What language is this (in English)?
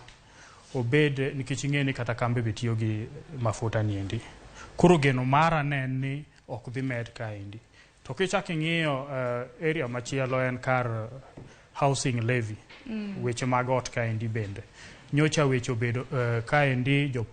Luo (Kenya and Tanzania)